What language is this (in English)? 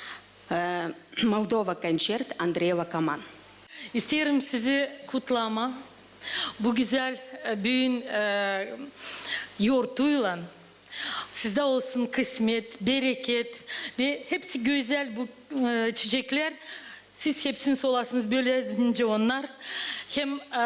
Gagauz